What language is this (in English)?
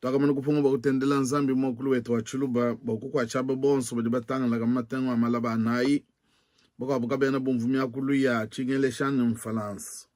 Luba-Lulua